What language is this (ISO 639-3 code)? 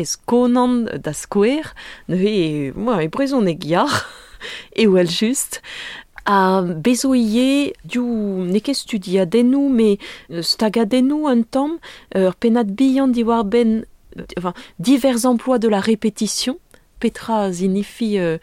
bre